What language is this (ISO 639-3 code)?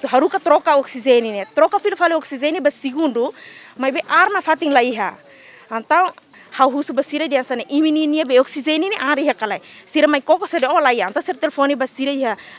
tet